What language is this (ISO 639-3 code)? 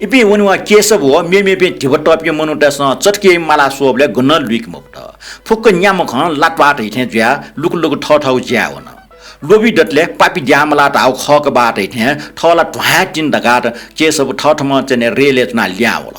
new